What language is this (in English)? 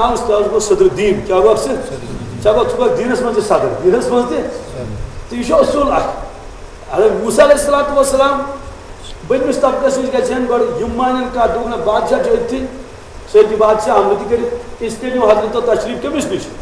Kashmiri